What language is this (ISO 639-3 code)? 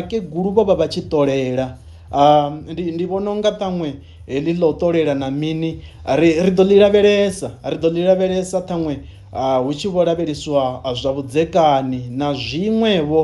ven